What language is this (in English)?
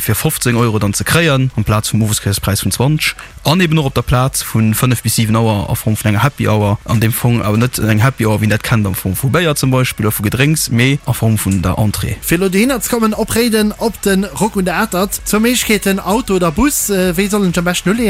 Luxembourgish